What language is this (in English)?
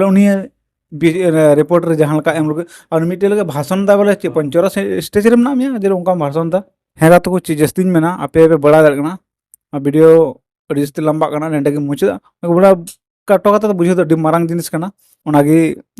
Santali